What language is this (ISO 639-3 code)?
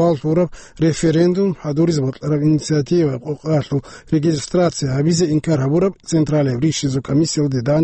ava